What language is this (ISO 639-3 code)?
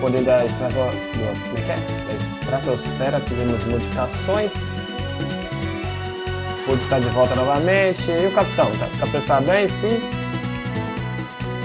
por